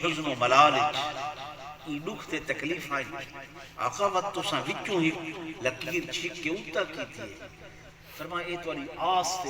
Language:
Saraiki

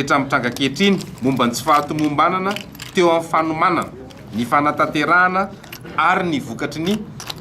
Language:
Malagasy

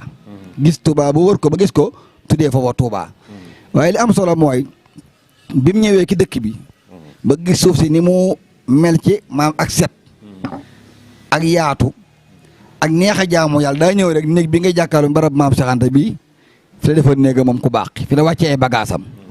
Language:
Wolof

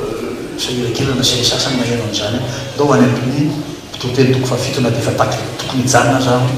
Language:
Malagasy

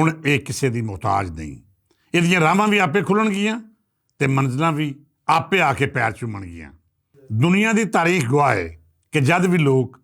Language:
Western Panjabi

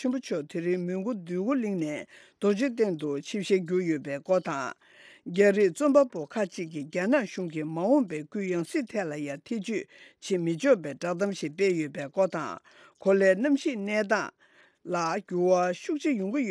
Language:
Tibetan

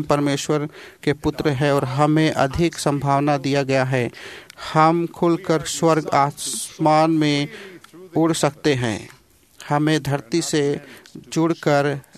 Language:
Hindi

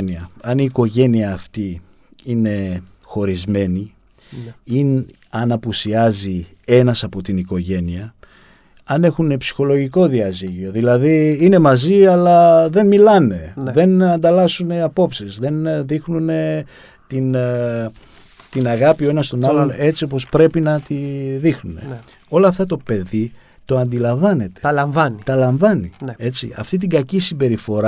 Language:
Greek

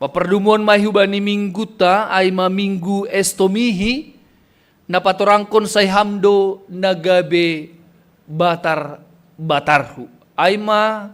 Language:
Batak Simalungun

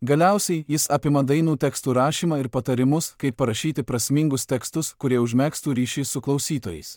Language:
Lithuanian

